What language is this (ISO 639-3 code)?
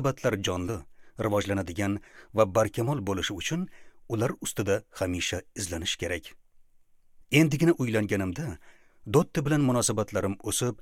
uzb